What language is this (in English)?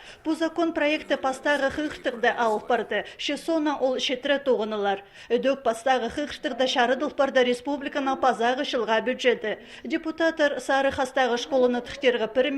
Khakas